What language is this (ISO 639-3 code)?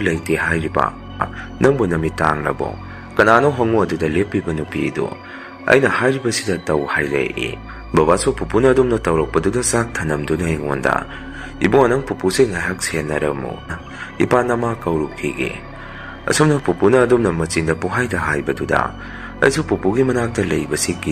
mni